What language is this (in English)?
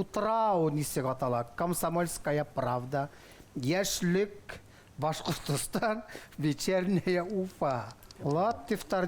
Bashkir